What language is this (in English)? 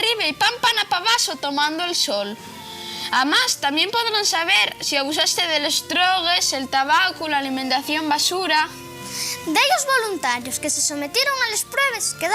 Asturian